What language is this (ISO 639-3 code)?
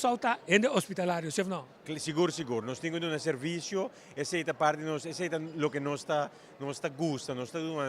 pap